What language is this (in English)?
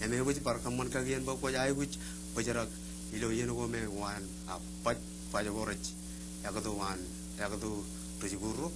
Marshallese